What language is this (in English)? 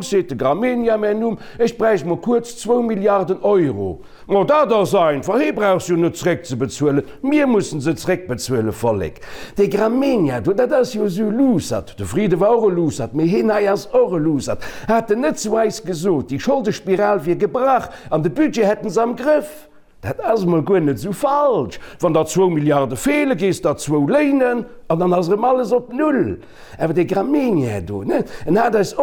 Luxembourgish